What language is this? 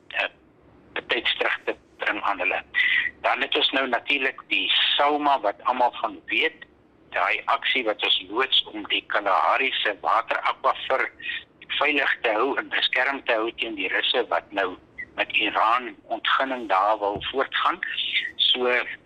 Afrikaans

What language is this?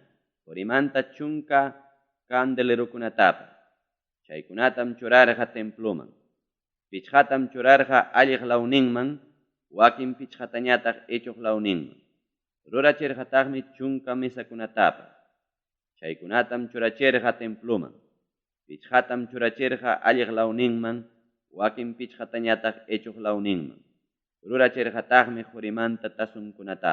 Ayacucho Quechua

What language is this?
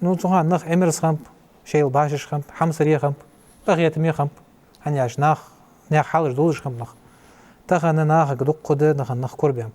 Ingush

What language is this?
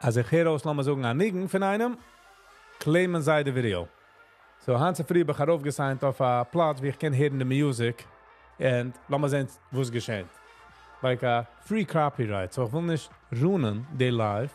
Yiddish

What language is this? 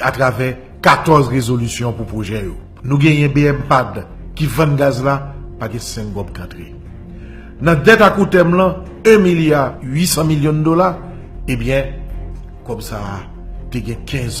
Haitian Creole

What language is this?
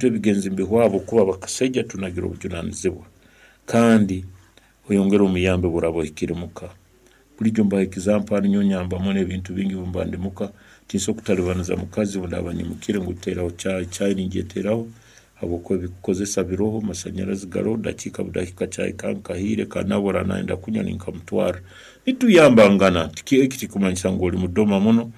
Nyankole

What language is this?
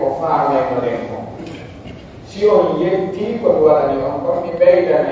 Pular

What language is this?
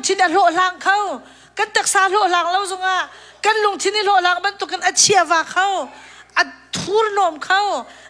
Hakha Chin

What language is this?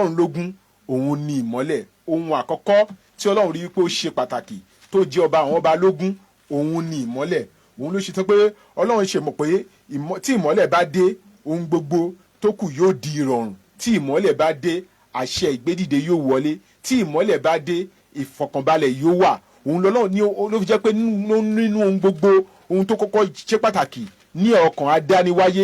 Yoruba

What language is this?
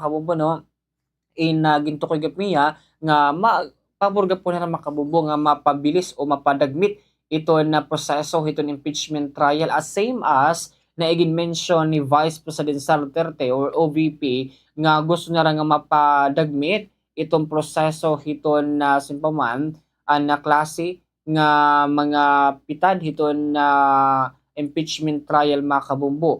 Waray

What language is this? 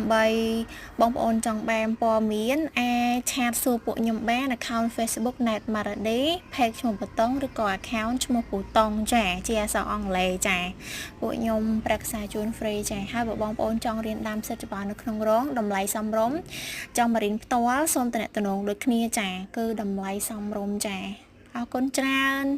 Khmer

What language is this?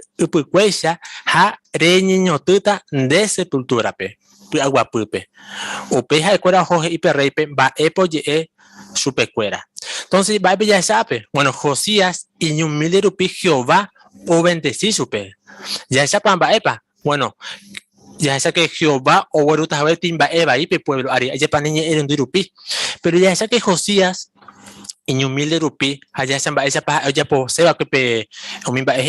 Guarani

